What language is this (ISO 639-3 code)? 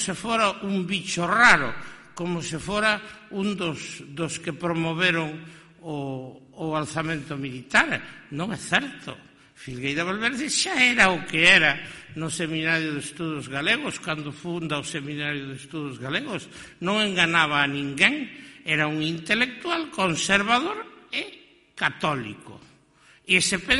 glg